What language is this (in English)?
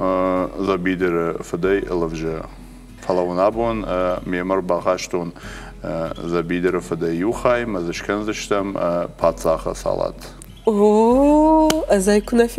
Ossetic